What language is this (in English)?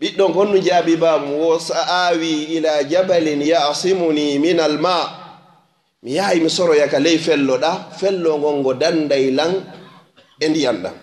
Fula